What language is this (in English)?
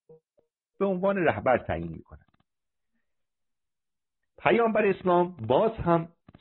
Persian